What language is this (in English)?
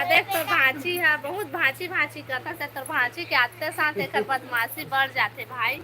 Chhattisgarhi